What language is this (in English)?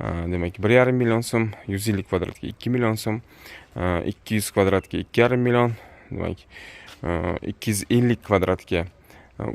Uzbek